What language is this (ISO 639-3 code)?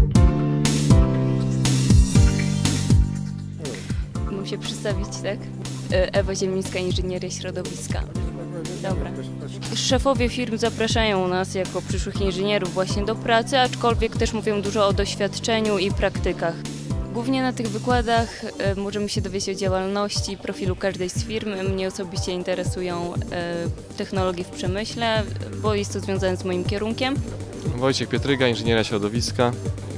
pol